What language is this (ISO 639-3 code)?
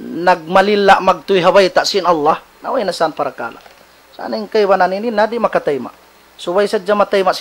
tsg